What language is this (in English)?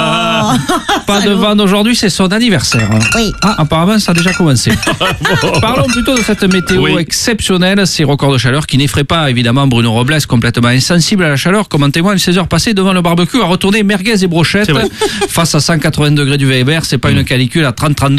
French